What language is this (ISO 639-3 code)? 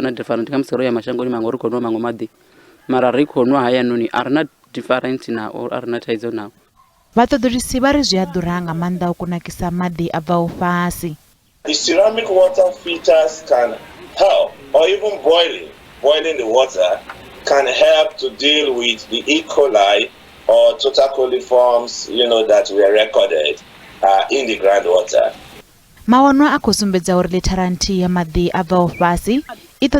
ven